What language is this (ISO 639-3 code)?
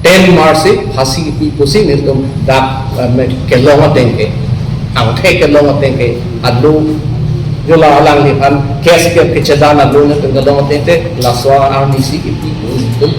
mjw